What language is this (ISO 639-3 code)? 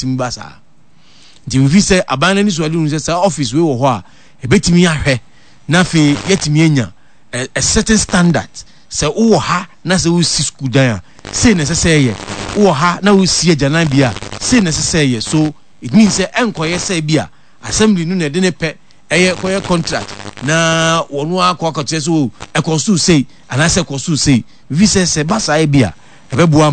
aka